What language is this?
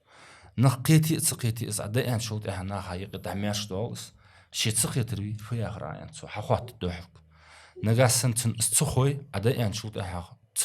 Ingush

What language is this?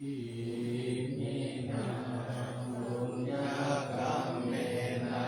Pali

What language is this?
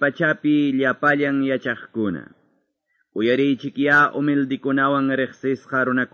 Quechua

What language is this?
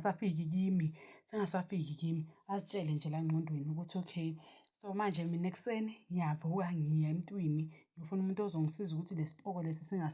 Zulu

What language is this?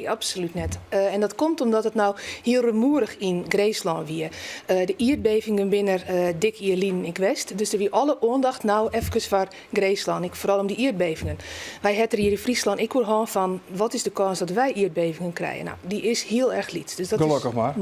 Western Frisian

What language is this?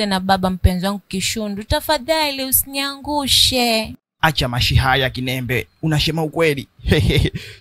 Swahili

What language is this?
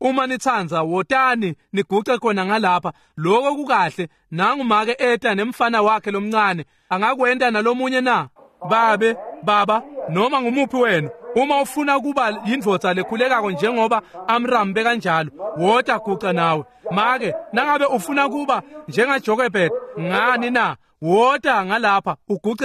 Swati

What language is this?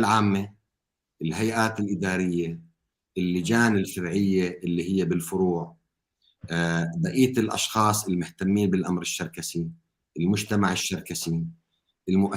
North Levantine Arabic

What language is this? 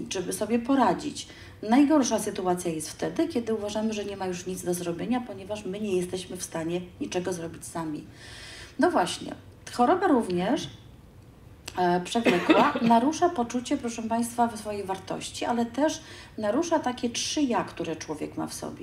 Polish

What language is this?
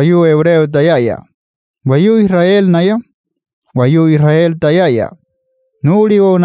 Wayuu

